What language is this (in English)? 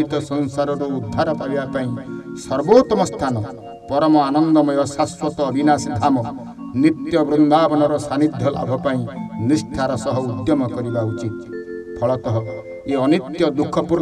Odia